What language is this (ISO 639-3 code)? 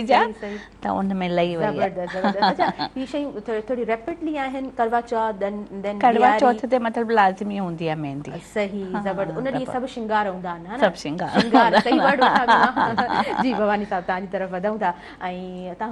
snd